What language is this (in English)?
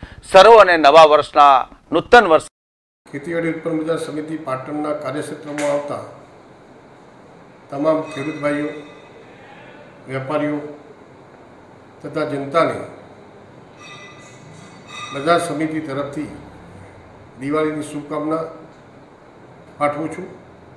Gujarati